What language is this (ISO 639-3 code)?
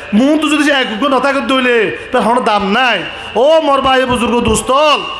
rhg